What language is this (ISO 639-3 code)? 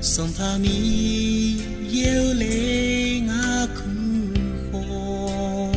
ahk